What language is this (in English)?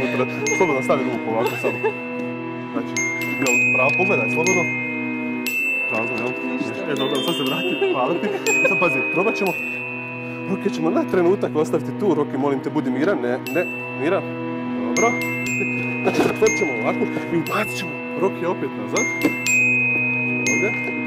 Croatian